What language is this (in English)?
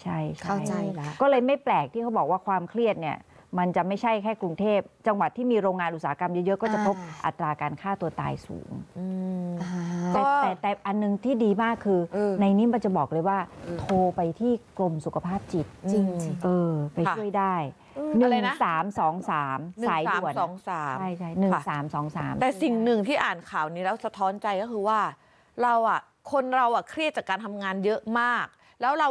Thai